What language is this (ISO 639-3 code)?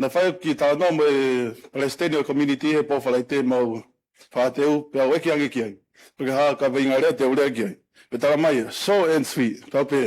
ton